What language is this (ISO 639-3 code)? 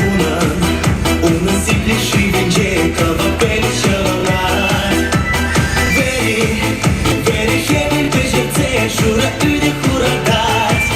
chv